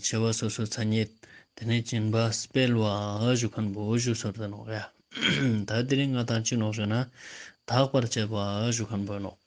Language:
Ladakhi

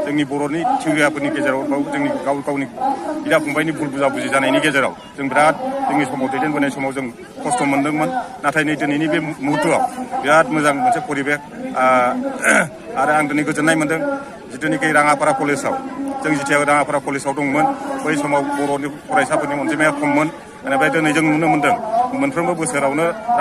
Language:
Bodo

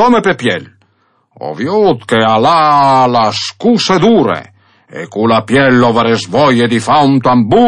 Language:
Friulian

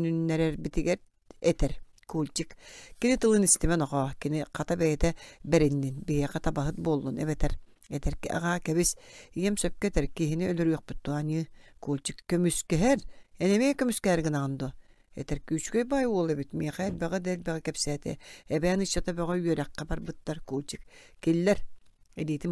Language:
Yakut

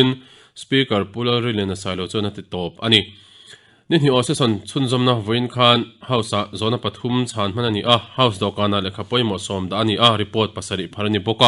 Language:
Mizo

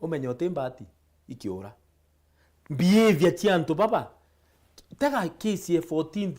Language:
Meru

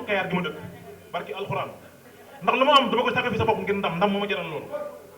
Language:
Wolof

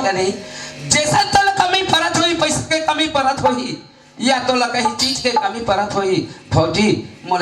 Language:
Chhattisgarhi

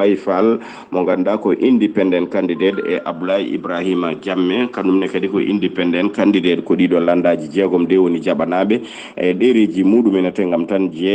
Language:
Fula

